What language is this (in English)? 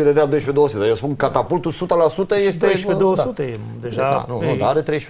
Romanian